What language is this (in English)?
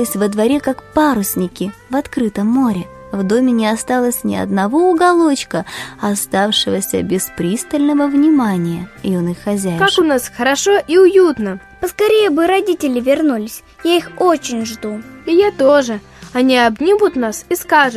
Russian